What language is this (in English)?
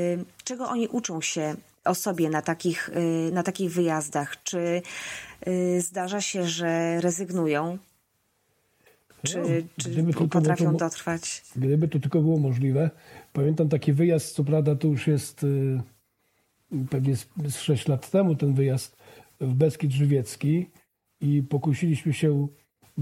Polish